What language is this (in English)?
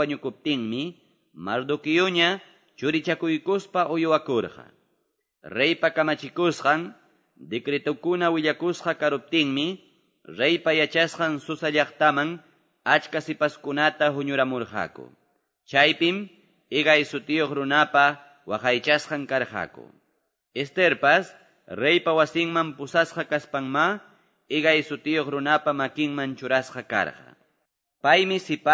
Quechua